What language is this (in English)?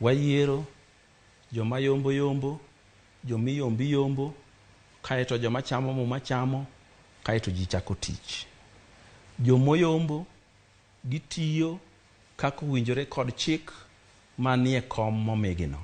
Luo (Kenya and Tanzania)